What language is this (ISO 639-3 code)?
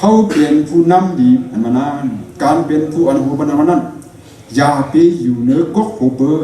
shn